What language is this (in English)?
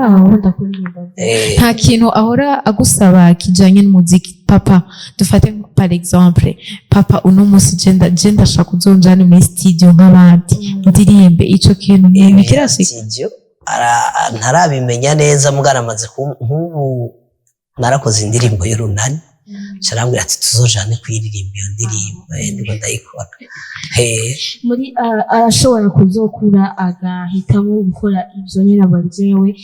Rundi